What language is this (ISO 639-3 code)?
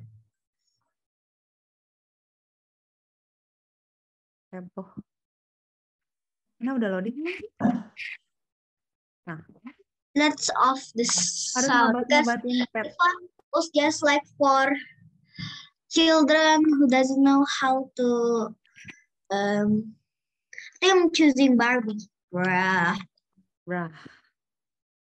ind